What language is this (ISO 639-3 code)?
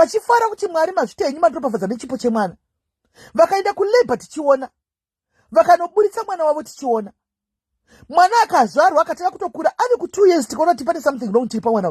sna